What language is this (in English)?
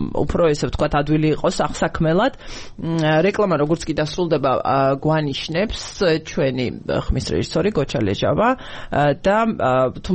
Georgian